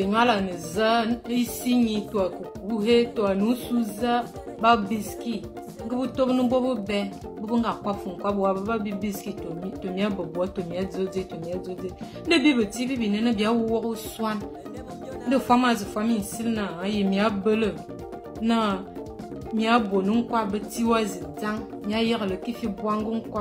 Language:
Fang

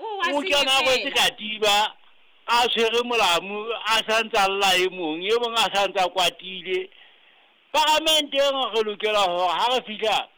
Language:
Southern Sotho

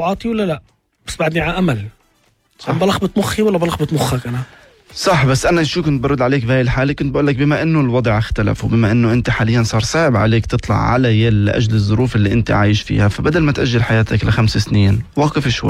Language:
North Levantine Arabic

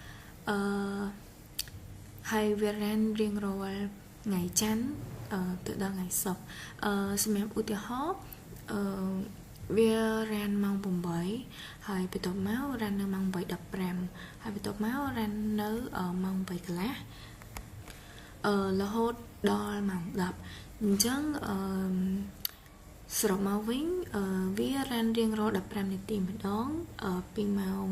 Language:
Khmer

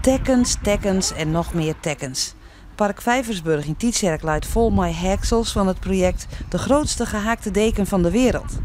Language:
Western Frisian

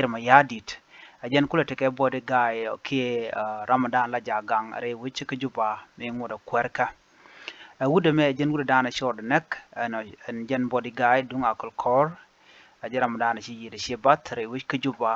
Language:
Nuer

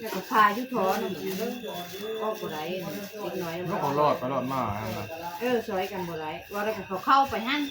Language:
Northeastern Thai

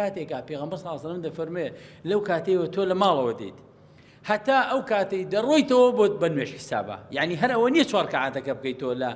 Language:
Central Kurdish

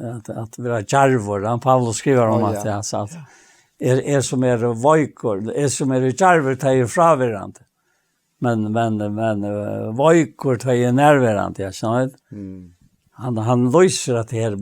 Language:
Faroese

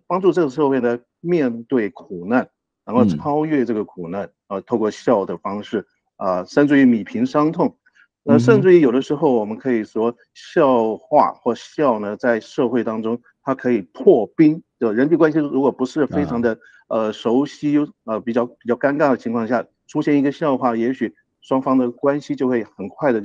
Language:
Chinese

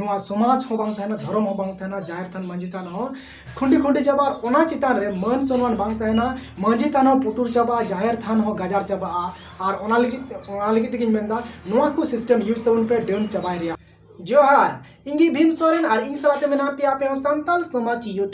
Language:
Santali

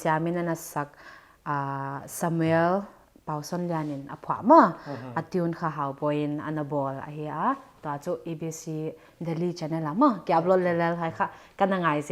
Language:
Paite Chin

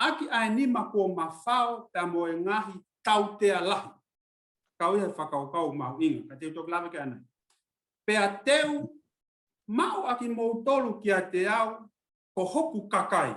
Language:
Tongan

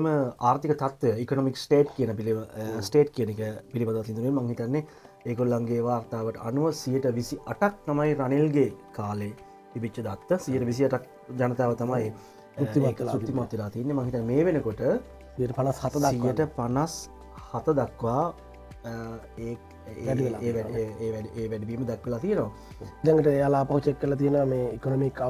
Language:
Sinhala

